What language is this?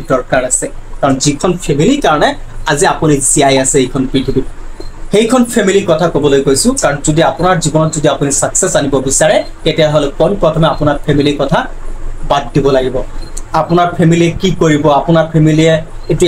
Assamese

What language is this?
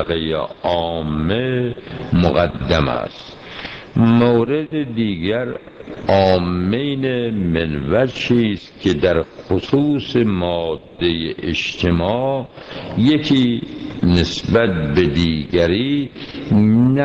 Persian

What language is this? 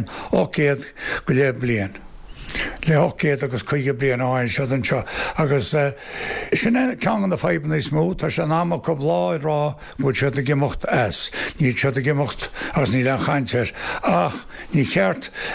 Irish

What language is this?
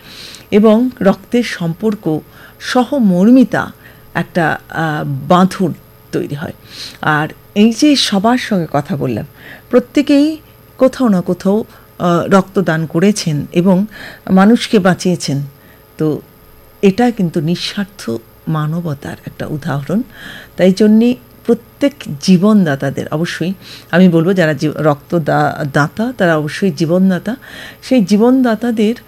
Bangla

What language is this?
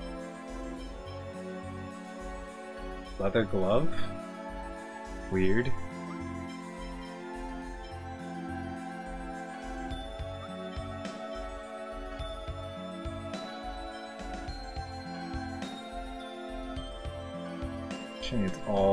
English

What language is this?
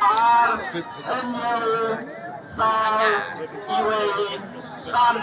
Khasi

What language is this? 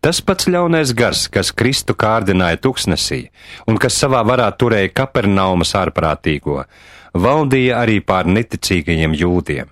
Latvian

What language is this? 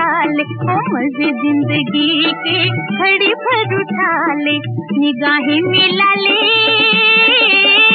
Hindi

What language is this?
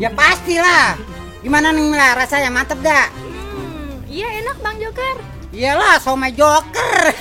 Betawi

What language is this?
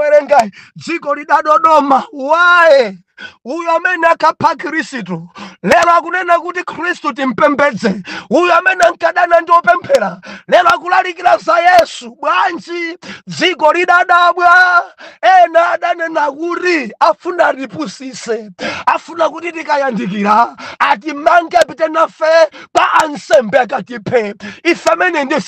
Nyanja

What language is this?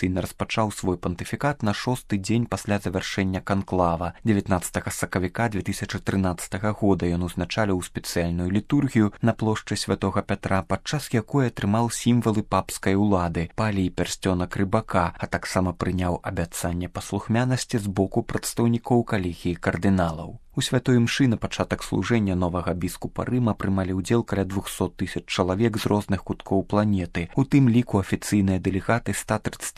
Belarusian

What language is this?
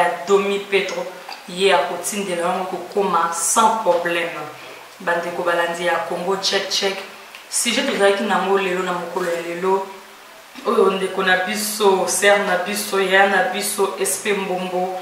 Lingala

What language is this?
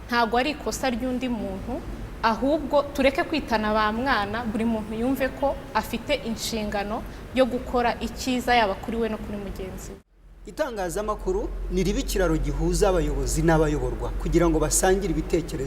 Kinyarwanda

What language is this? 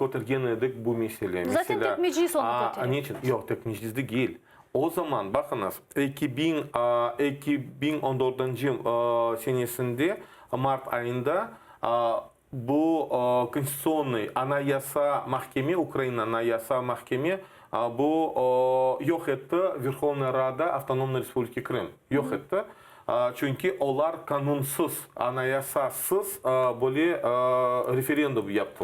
Crimean Tatar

